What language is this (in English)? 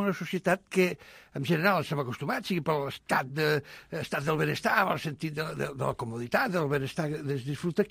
Catalan